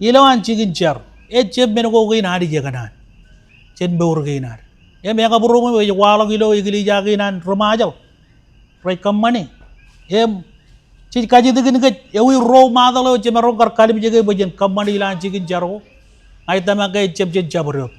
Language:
Marshallese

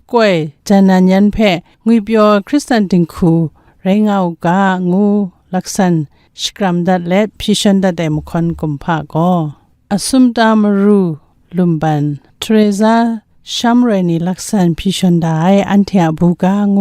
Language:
Kachin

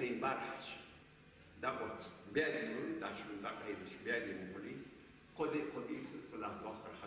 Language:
Ingush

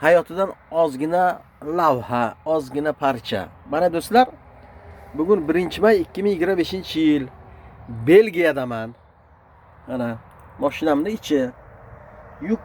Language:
Uzbek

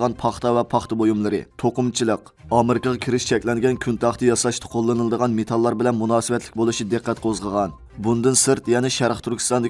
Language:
Uyghur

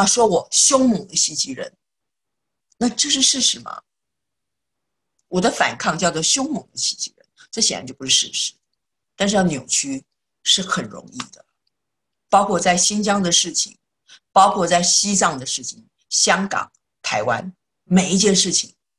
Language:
Chinese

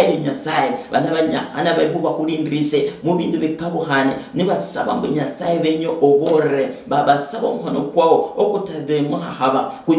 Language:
Luyia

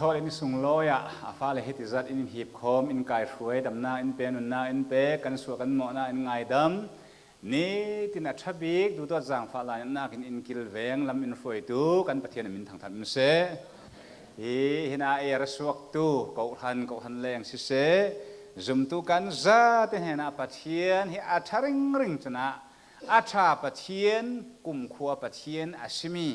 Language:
Falam Chin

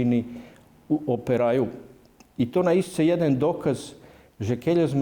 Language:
Rusyn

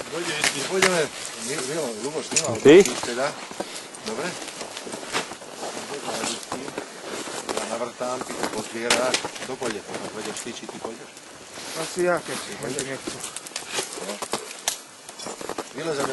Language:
Slovak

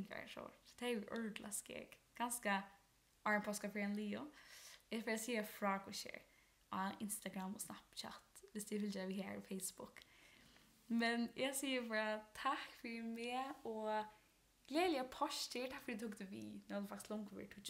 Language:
Faroese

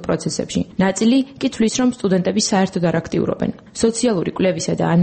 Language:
Georgian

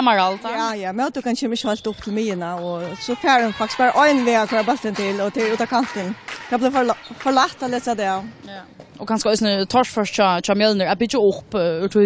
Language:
Faroese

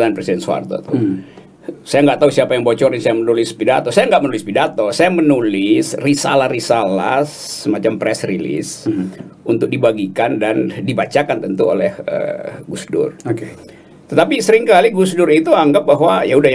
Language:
Indonesian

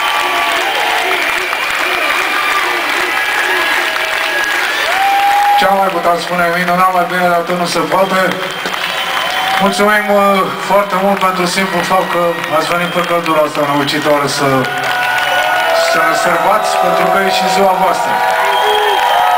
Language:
Romanian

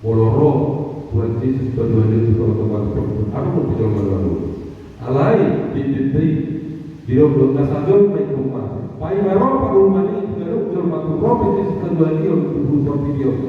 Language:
Batak Toba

